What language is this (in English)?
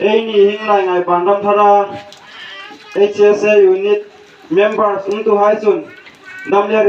Hmar